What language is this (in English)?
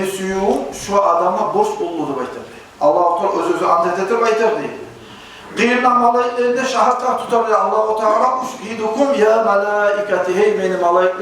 Kumyk